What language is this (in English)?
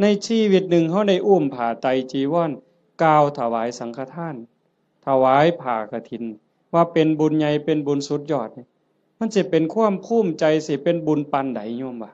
Northeastern Thai